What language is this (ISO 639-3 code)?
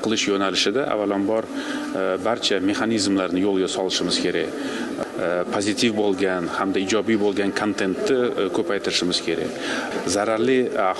uzb